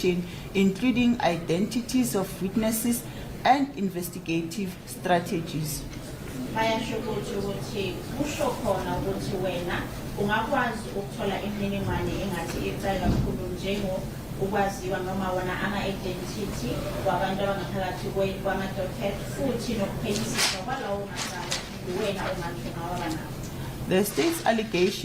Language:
Zulu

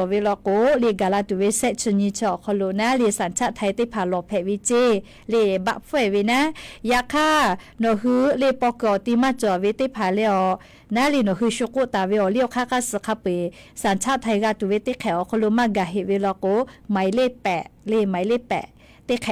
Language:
Lahu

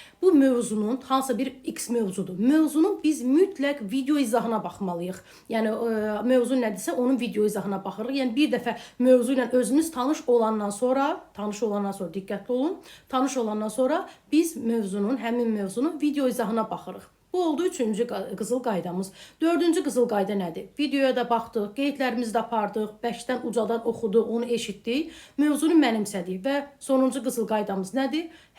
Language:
Azerbaijani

